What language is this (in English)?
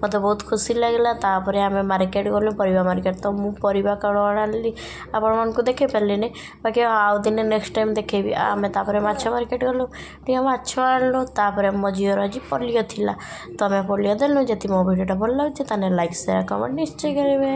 Odia